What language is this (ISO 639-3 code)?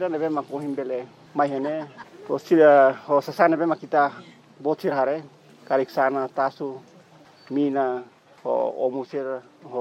tet